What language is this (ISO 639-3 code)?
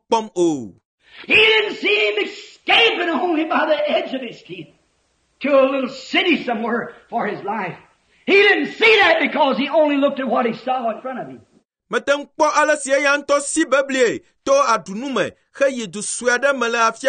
ewe